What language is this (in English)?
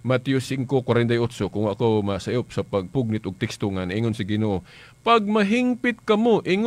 Cebuano